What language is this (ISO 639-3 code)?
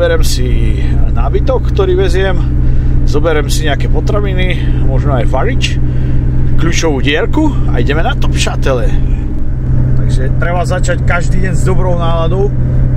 slk